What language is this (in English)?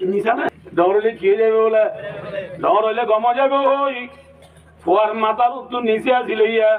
Rohingya